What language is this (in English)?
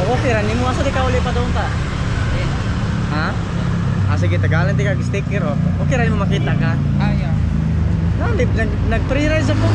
Cebuano